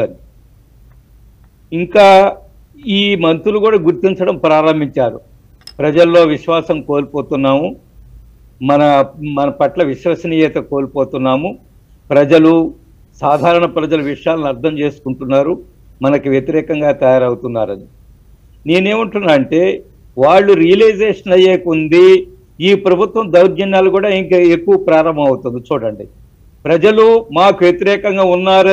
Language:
Telugu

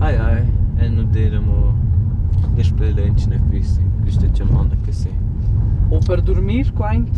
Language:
Romansh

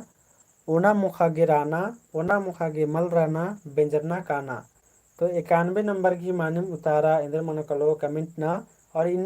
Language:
Kurukh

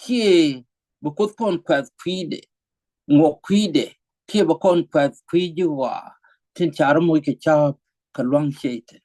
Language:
Nuer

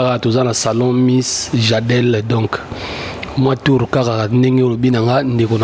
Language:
Lingala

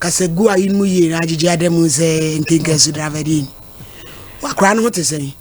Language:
Akan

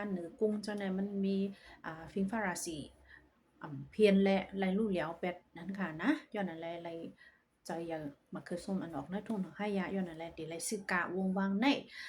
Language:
Shan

